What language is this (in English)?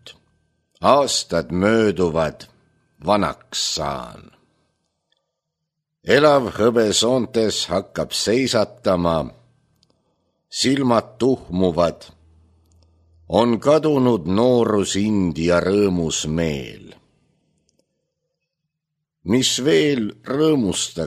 Estonian